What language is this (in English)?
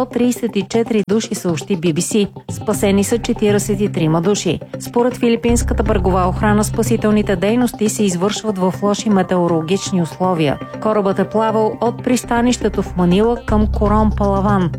Bulgarian